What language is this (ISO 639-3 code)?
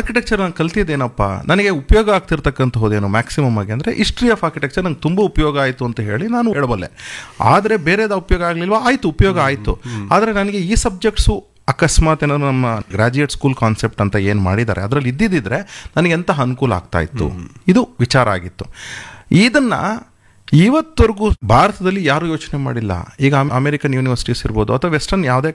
kan